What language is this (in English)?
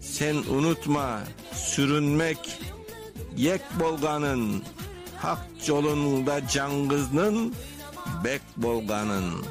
Crimean Tatar